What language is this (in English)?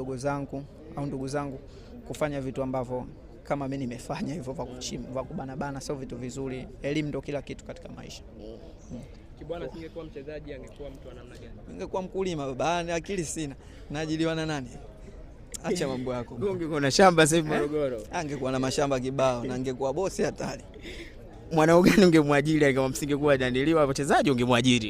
Swahili